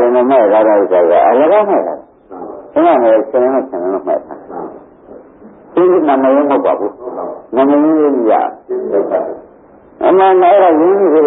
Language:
Burmese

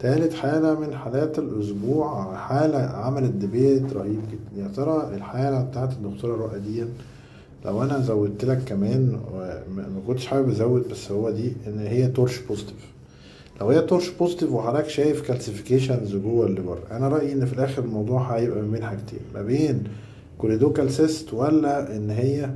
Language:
Egyptian Arabic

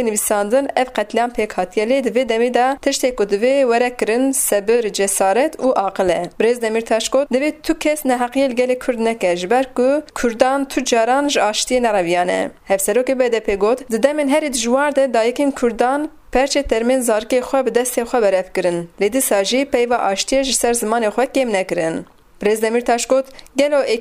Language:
Kurdish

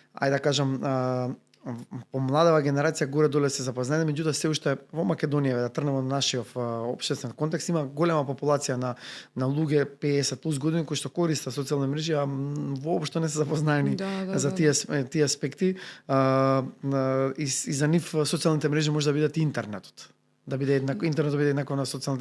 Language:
Macedonian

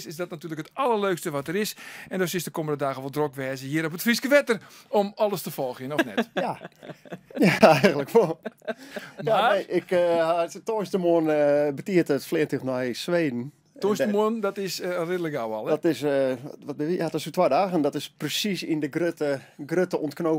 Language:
Western Frisian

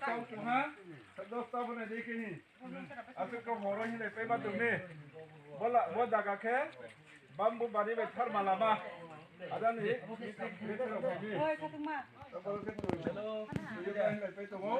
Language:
Riang (India)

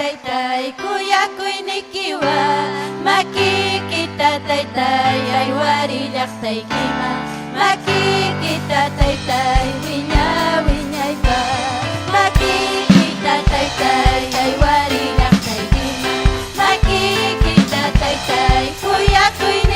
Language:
Ayacucho Quechua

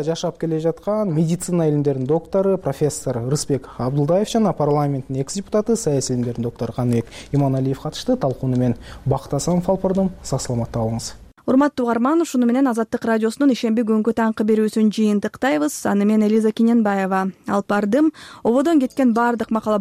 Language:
Kyrgyz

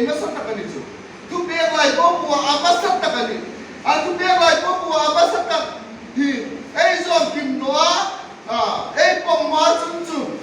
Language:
Hmar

